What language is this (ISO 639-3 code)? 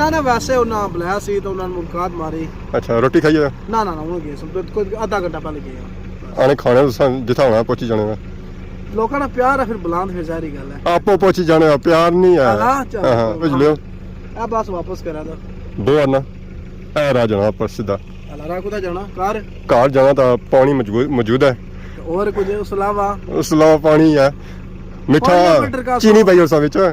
phr